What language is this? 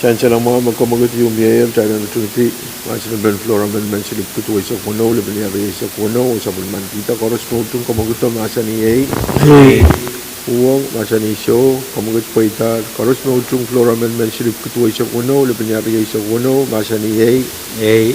Pohnpeian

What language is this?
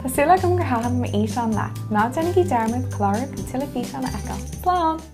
Irish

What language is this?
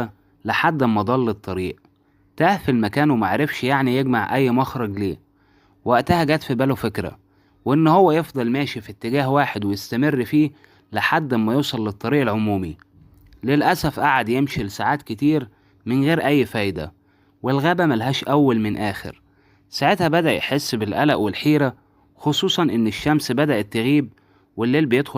Egyptian Arabic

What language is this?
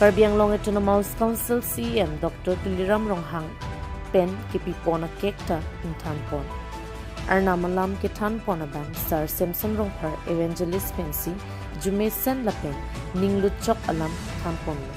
Karbi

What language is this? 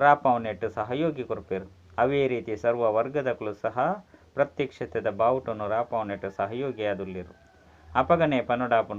Tulu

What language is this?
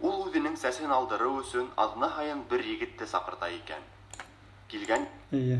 Bashkir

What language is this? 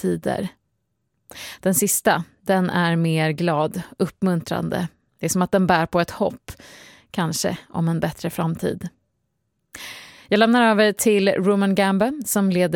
Swedish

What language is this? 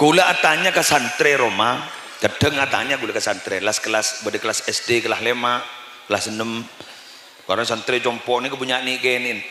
Madurese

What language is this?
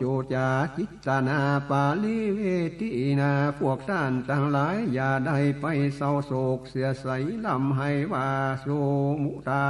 Northern Thai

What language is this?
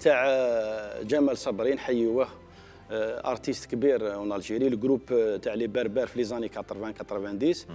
Algerian Arabic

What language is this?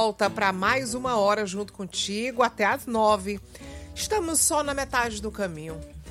Portuguese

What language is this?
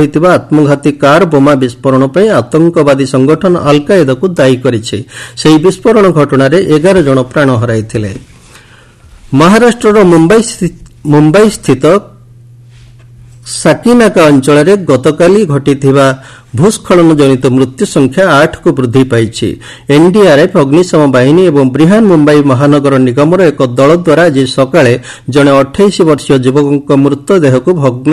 Odia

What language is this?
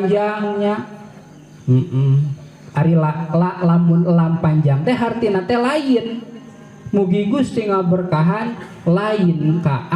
Sundanese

